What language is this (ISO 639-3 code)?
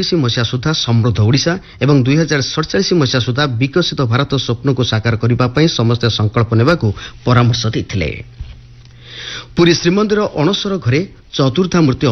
ori